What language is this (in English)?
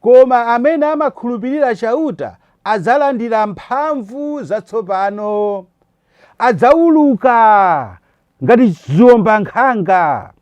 Nyanja